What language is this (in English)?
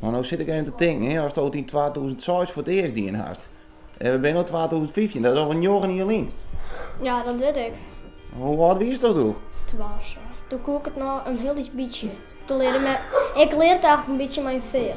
Western Frisian